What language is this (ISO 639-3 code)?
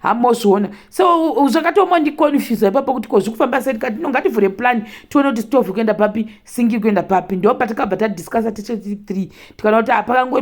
sna